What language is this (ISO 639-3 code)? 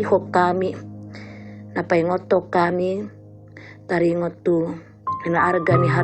bbc